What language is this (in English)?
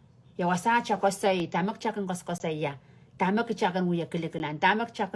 Pohnpeian